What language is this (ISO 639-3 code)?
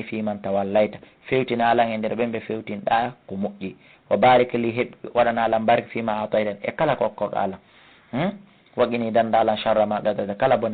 ful